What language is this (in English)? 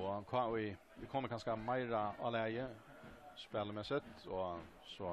Faroese